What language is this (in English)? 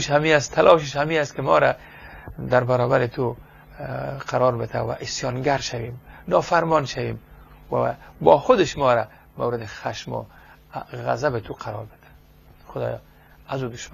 Persian